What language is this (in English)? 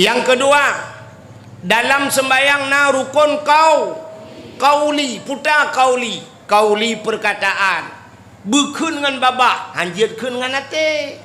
Achinese